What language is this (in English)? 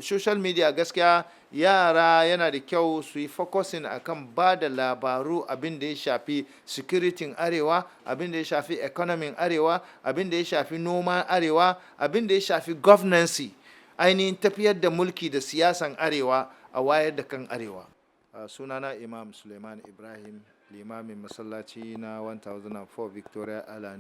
Hausa